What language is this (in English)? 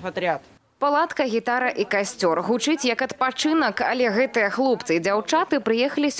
Belarusian